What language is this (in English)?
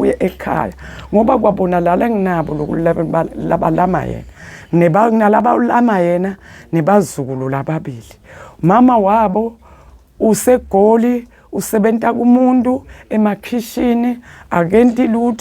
Zulu